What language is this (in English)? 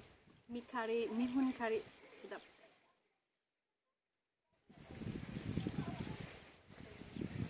Malay